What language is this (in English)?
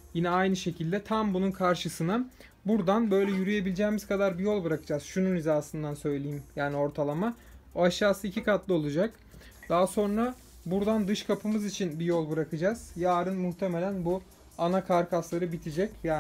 Turkish